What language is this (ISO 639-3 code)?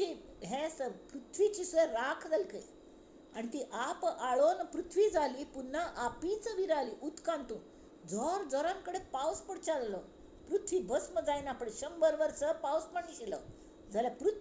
kok